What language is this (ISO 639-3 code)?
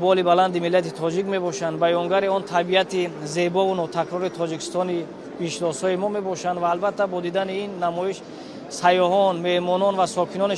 tgk